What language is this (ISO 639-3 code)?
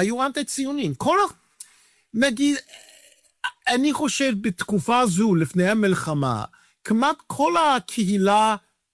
heb